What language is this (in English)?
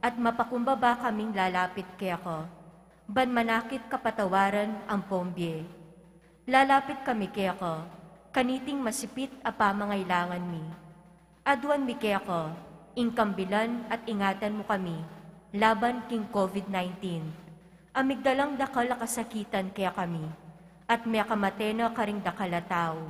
Pampanga